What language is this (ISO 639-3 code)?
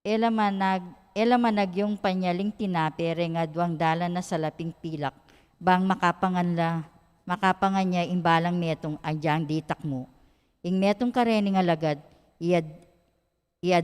pam